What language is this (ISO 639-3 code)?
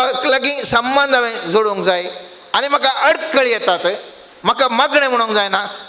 kok